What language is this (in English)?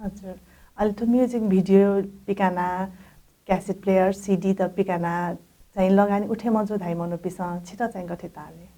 Newari